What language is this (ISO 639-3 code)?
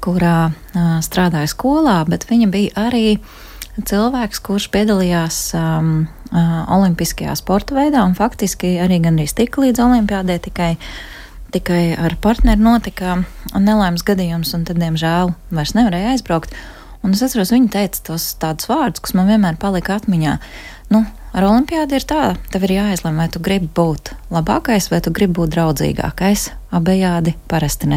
lav